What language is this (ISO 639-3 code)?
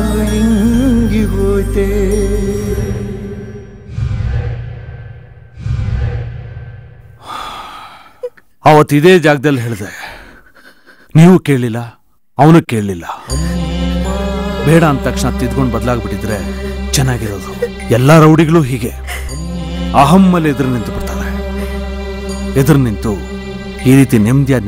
kan